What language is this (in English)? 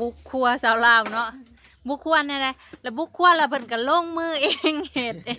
Thai